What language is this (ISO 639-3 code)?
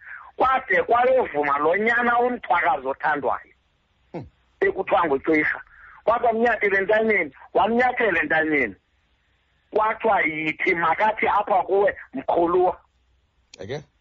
xho